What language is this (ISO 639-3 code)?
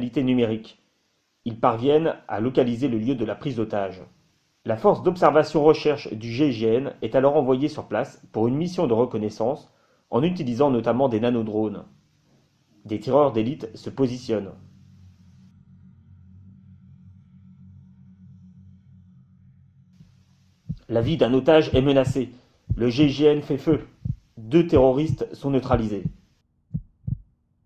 fra